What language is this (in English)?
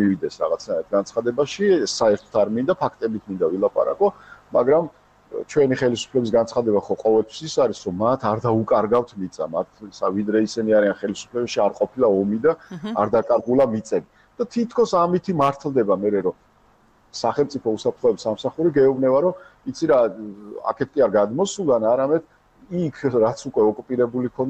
Georgian